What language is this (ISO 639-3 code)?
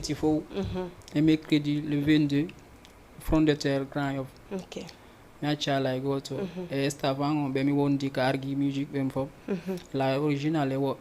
ful